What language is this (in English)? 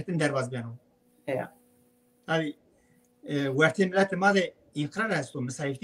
Zaza